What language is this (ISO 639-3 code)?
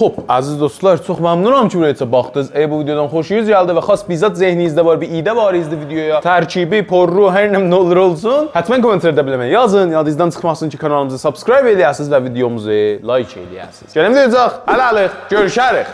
azb